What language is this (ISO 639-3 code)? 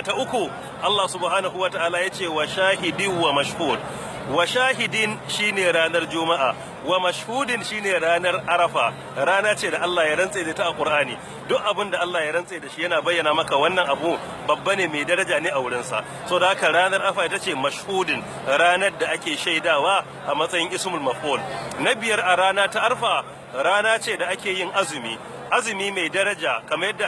hau